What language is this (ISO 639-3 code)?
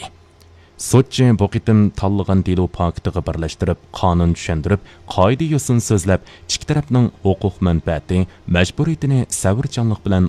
uig